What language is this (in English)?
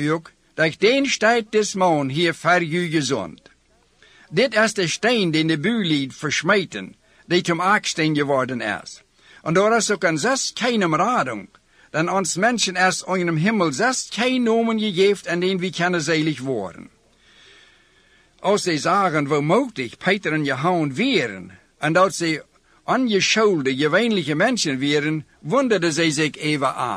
Plautdietsch